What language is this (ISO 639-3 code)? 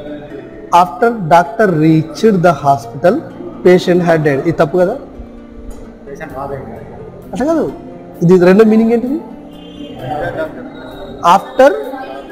tel